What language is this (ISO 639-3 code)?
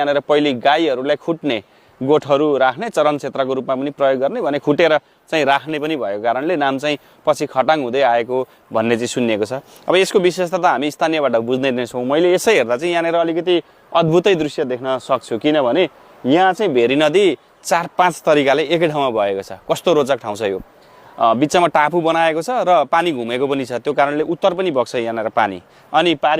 nep